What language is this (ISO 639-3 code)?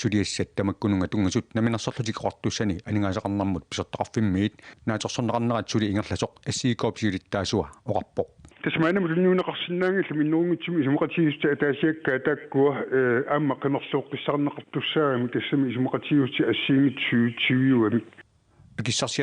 kal